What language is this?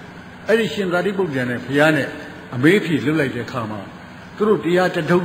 Burmese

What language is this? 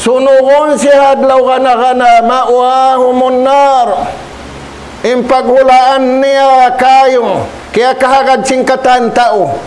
Tausug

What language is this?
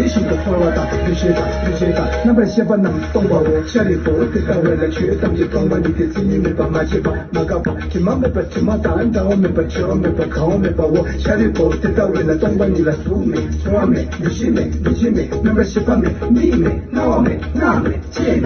Tibetan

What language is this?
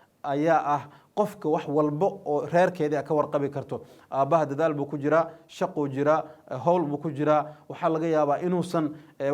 Somali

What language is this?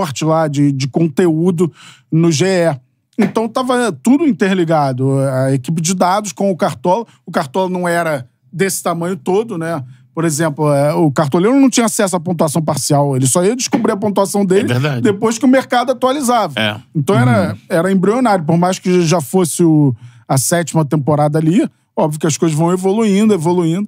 Portuguese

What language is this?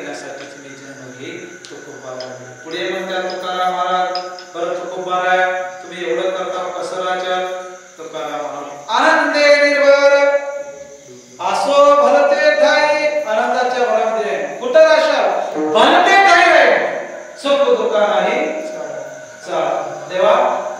Marathi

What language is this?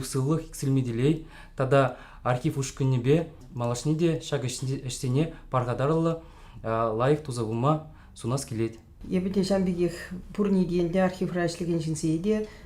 Chuvash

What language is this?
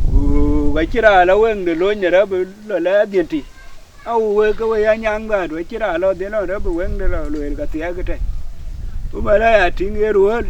Dinka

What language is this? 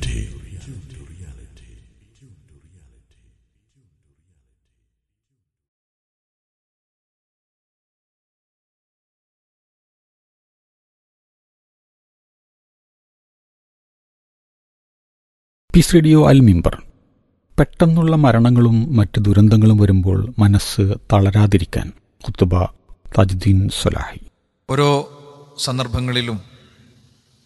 Malayalam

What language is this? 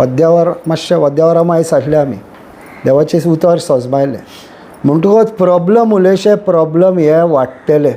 Konkani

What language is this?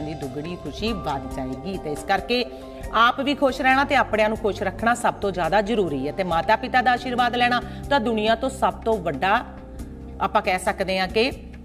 Punjabi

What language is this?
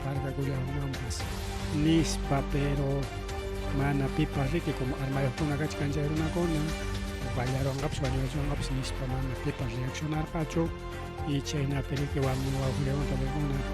Ayacucho Quechua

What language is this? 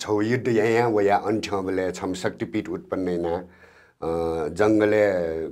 Newari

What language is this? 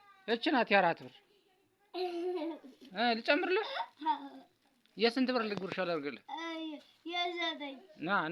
Amharic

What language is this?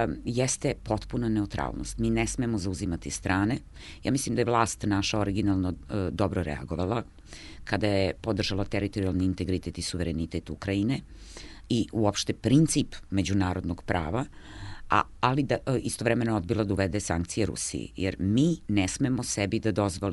Serbian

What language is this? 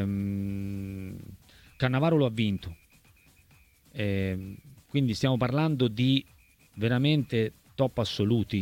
Italian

